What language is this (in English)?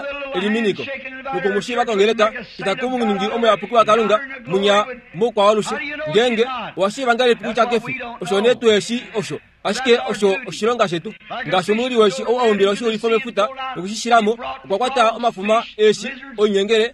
Kuanyama